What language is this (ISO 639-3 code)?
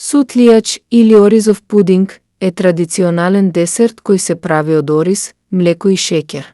mkd